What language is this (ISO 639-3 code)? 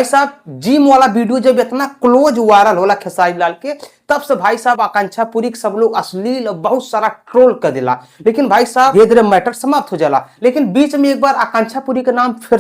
bho